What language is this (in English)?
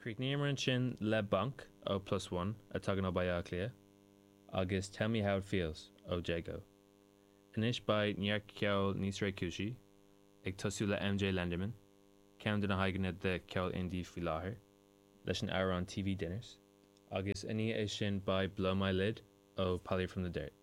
Irish